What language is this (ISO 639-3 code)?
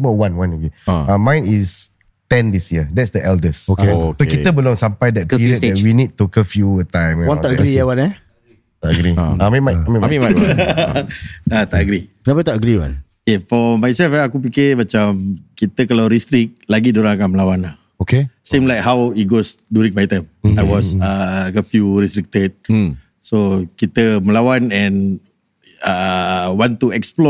msa